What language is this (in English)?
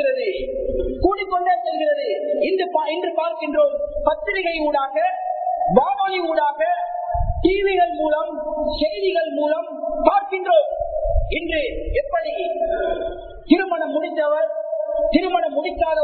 Tamil